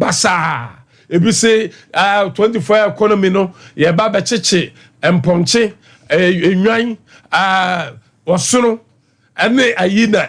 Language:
Akan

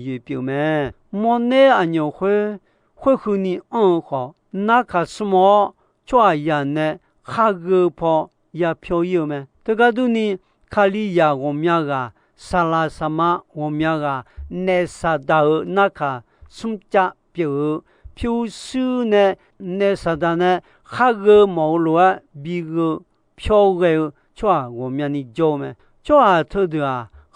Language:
Akha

